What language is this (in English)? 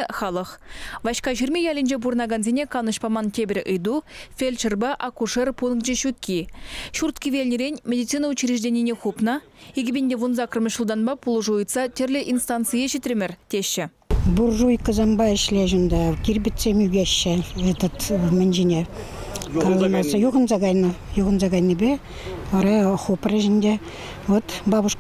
Chuvash